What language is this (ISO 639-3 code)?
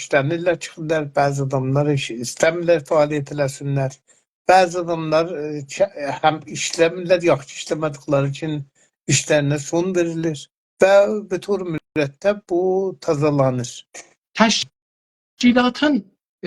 azb